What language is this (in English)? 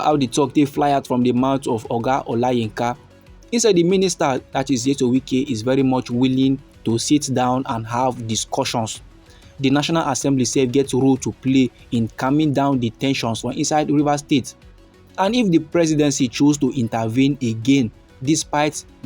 Nigerian Pidgin